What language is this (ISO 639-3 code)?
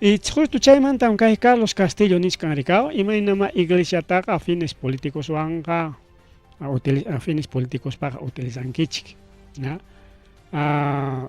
quy